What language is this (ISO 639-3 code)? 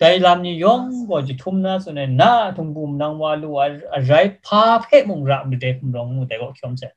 kac